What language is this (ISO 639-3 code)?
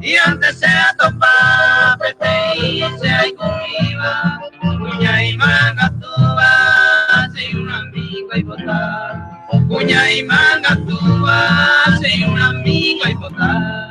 grn